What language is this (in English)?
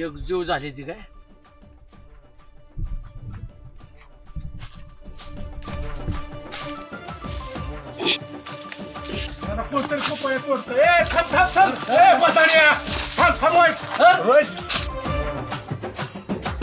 Marathi